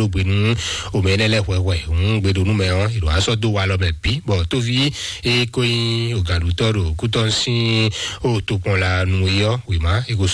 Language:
Fon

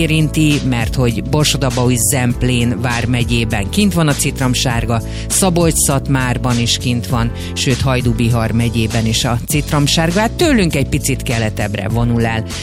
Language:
Hungarian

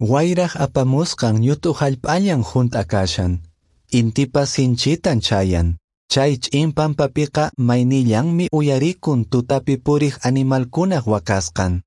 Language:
Quechua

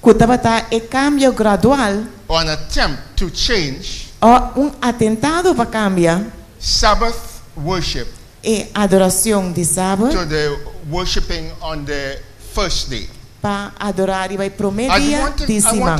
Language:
Papiamento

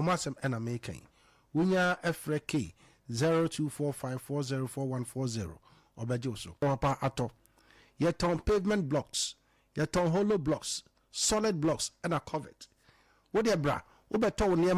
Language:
Akan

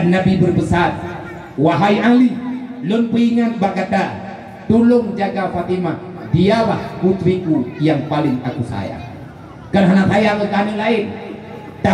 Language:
Achinese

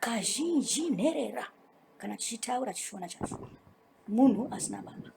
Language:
Shona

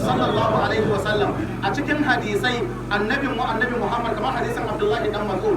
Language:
Hausa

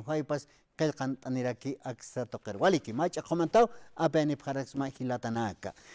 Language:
Aymara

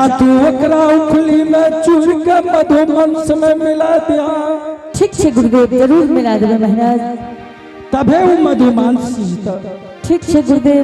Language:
Angika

